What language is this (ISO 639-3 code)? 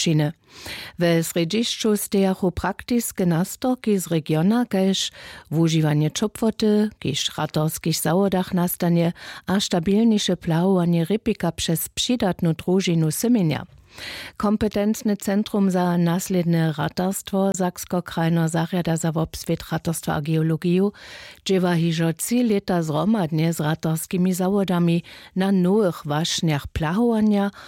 hsb